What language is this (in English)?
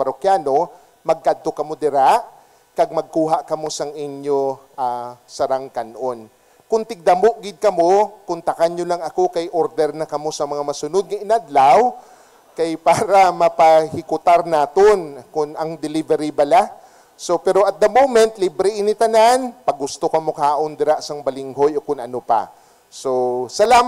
Hiligaynon